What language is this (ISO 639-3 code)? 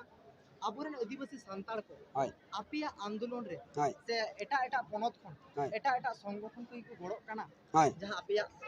sat